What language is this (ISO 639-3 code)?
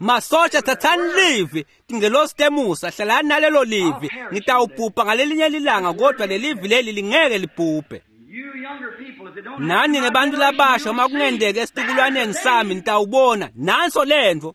ssw